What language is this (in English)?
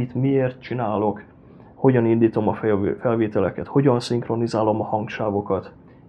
Hungarian